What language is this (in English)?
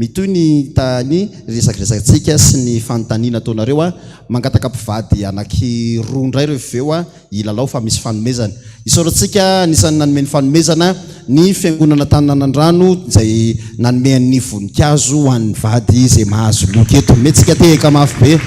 Malagasy